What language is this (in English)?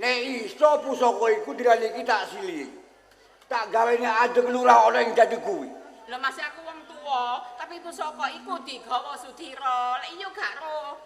Javanese